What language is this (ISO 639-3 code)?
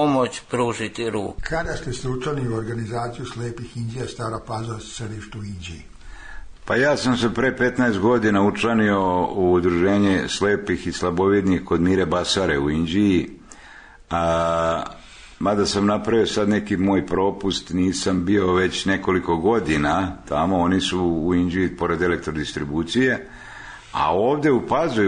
srp